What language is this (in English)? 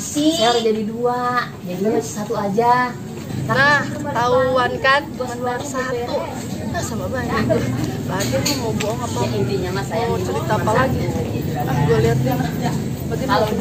Betawi